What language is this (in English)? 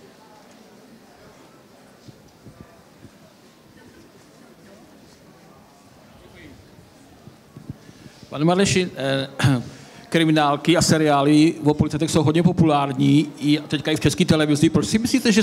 Czech